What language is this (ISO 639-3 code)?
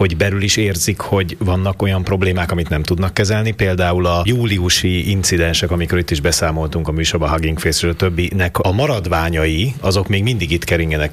hun